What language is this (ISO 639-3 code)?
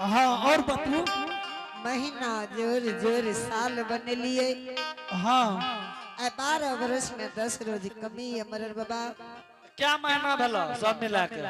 anp